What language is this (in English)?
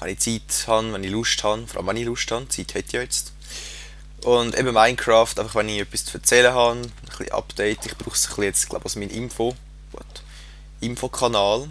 Swiss German